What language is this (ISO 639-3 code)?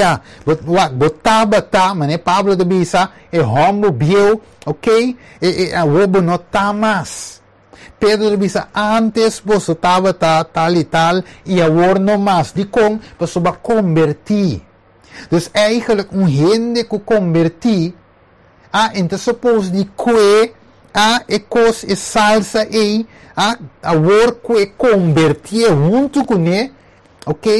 pap